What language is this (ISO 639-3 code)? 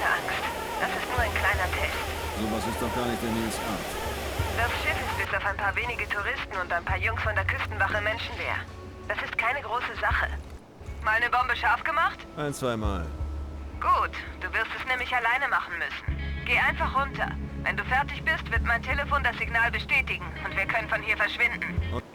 bar